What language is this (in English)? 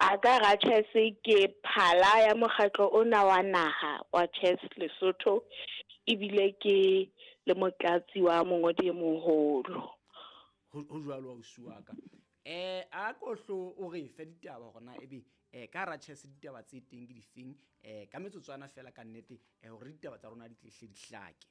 Southern Sotho